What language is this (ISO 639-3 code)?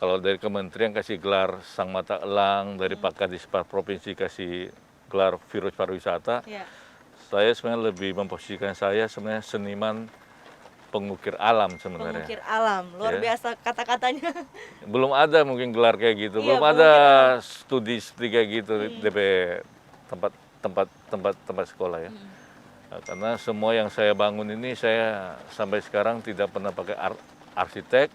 xmm